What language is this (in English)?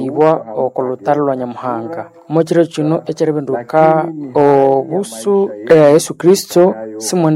Nande